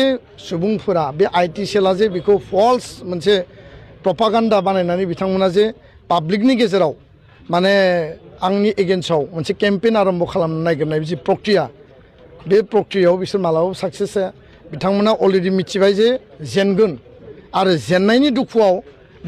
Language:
Bodo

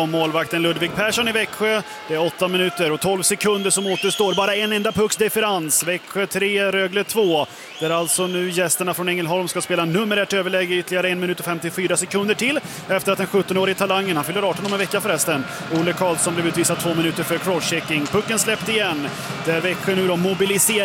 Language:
Swedish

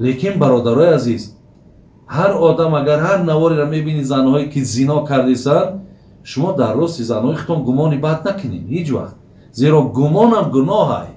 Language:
Tajik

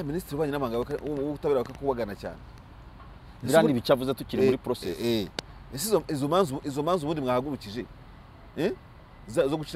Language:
Kinyarwanda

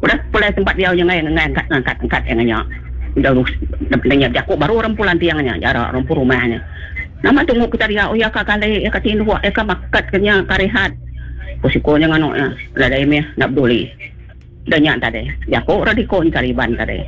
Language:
Iban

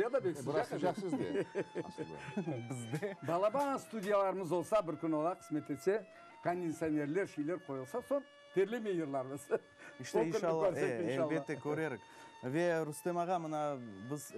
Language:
Crimean Tatar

